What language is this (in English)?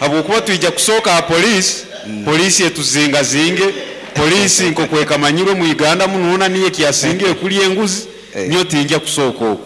Nyankole